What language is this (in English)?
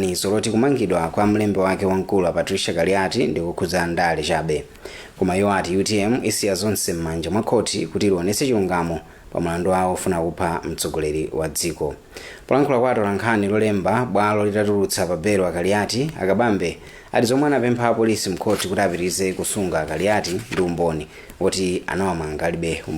Nyanja